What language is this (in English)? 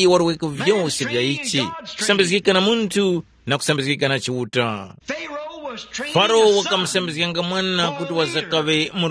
Tumbuka